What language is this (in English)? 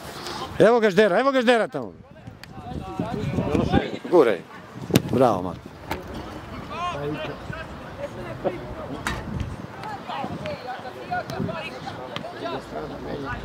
Serbian